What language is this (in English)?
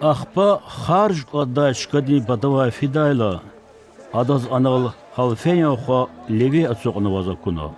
Lezghian